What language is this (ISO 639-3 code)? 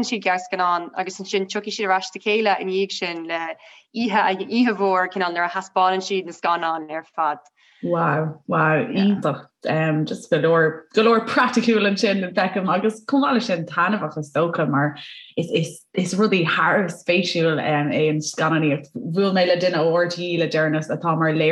gle